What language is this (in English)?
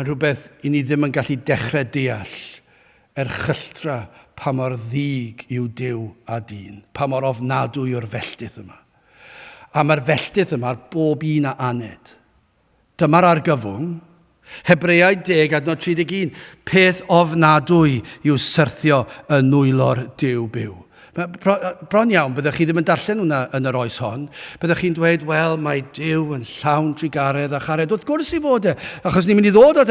Welsh